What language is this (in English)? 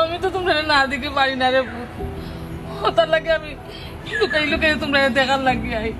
Sylheti